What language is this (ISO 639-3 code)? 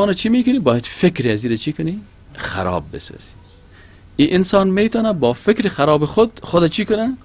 fas